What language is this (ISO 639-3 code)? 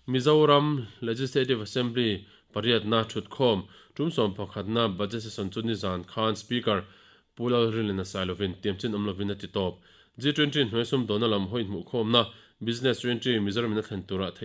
lus